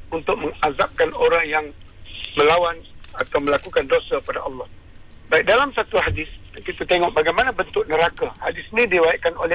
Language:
Malay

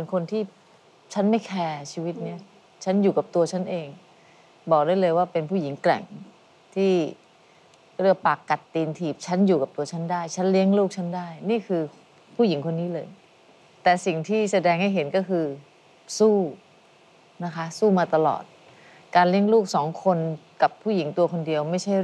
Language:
Thai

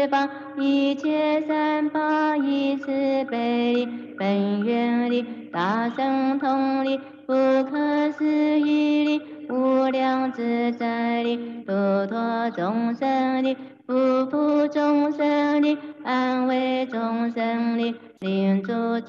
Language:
Chinese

